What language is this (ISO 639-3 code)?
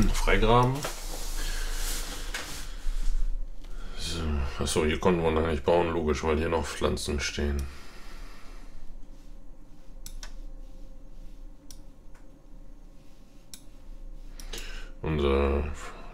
deu